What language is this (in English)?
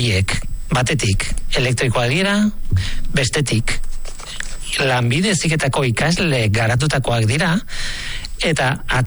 Basque